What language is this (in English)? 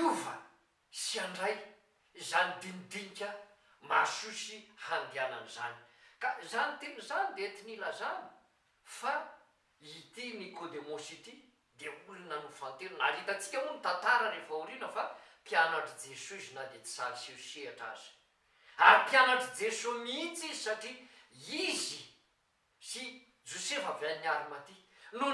Malagasy